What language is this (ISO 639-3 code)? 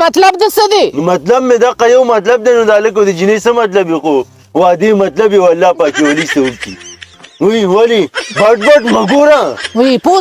pus